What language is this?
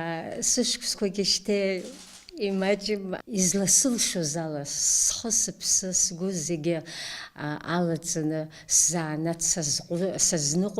Abkhazian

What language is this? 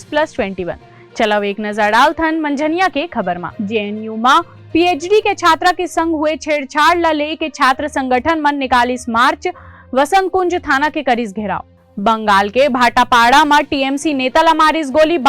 Chhattisgarhi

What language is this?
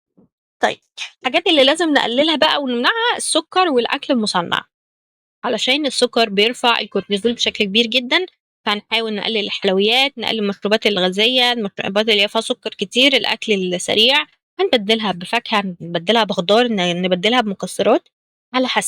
Egyptian Arabic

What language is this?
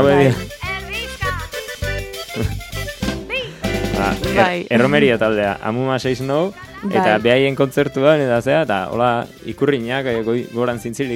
Basque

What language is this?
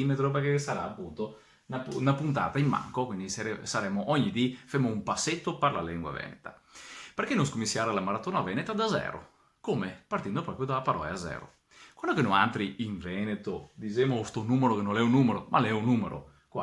Venetian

